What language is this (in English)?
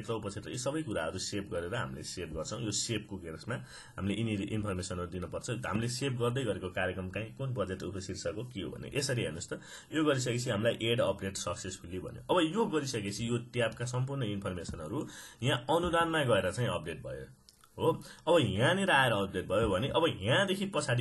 Nepali